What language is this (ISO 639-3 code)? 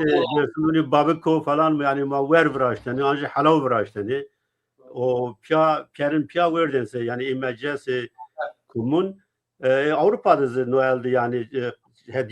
zza